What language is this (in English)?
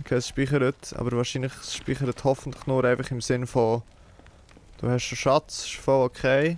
Swiss German